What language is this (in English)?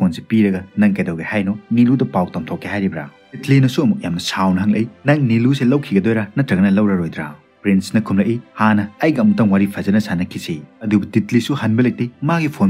Manipuri